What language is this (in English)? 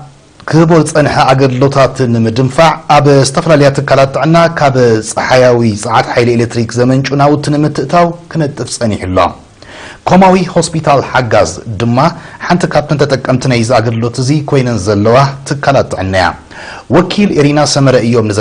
Tigrinya